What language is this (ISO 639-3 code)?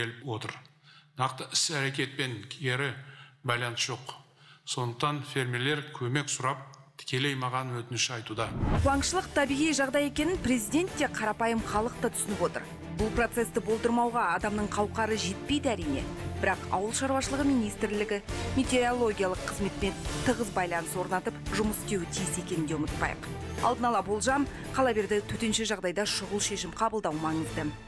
kaz